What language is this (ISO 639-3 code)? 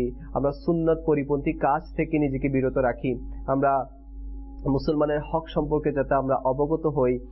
ben